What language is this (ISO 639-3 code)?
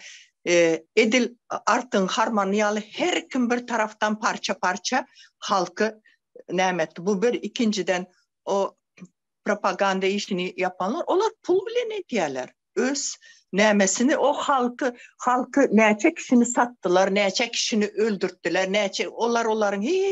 tuk